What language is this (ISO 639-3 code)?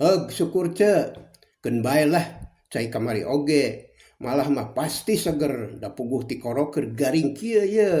sun